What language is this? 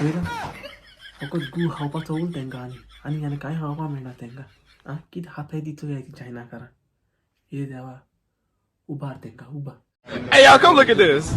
Konkani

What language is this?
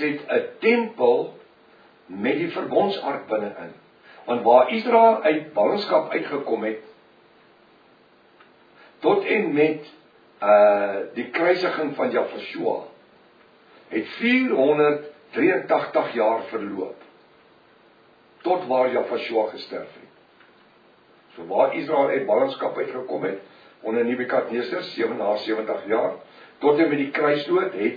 Afrikaans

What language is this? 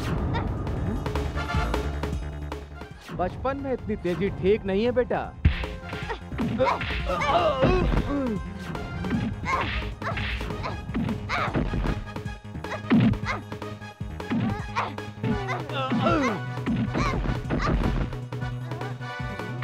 Hindi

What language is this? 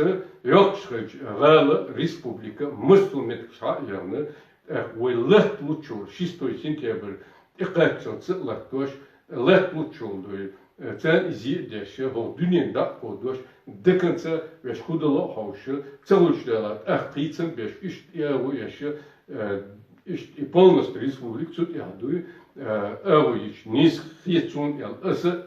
Chechen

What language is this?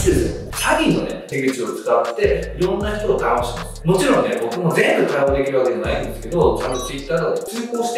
Japanese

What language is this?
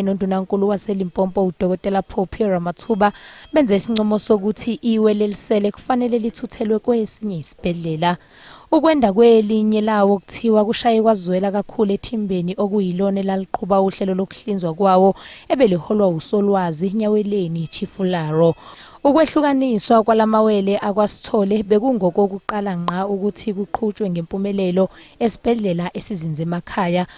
Zulu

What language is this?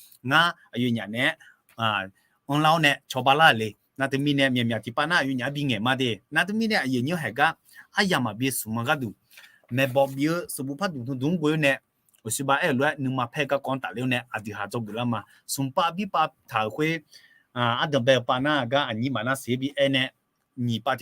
Akha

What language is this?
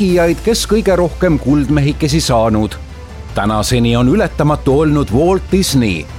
Estonian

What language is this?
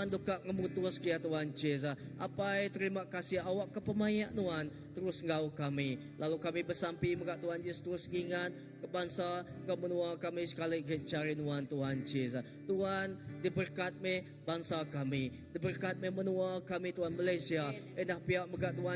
Iban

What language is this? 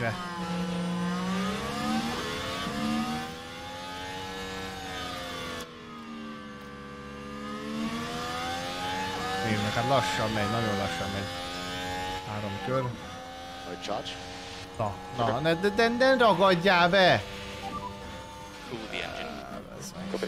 Hungarian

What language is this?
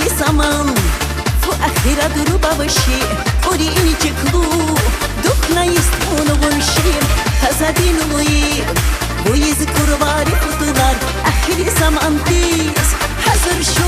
Tabassaran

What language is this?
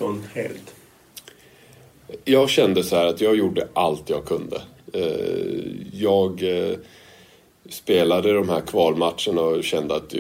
Swedish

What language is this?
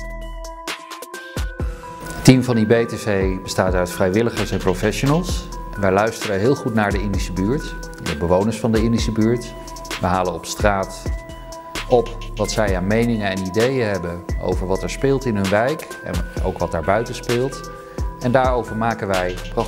Dutch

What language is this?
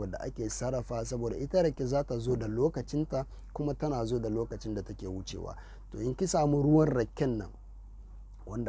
Hausa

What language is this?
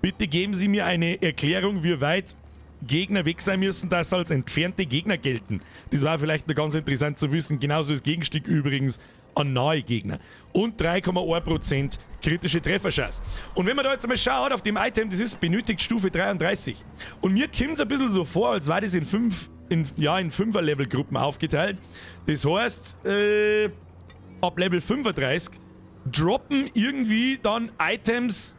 Bavarian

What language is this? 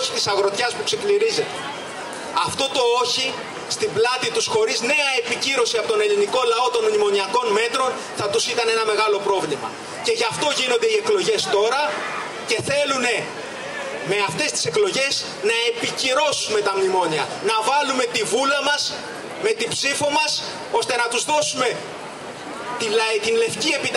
Greek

